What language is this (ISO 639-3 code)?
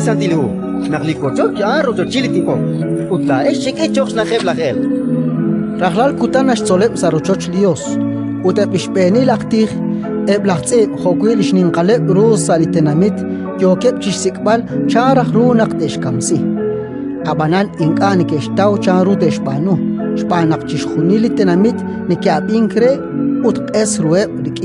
kek